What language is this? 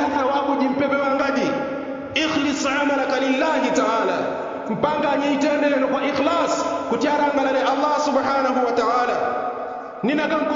Yao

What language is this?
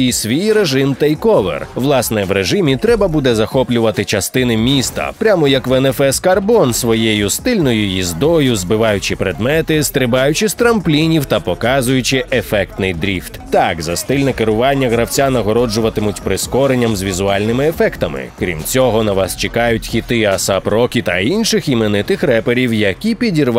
Ukrainian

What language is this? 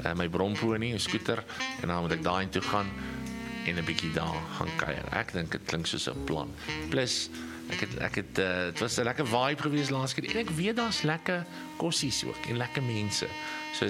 Afrikaans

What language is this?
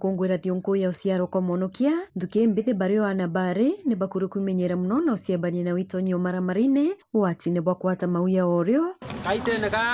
Meru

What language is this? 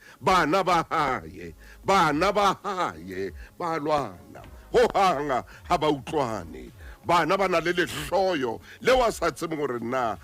Southern Sotho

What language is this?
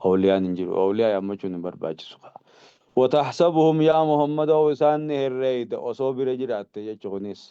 Oromo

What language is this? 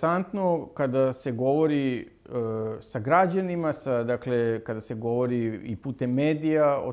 Serbian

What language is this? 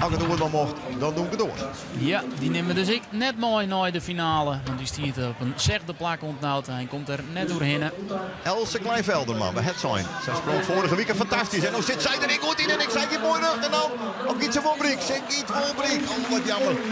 Western Frisian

